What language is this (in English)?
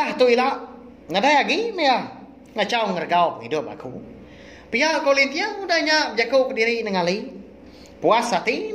Iban